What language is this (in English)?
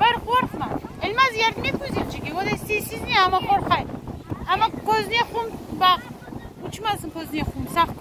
Crimean Tatar